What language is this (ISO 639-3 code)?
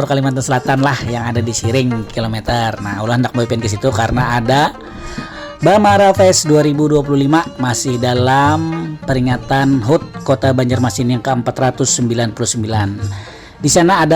bjn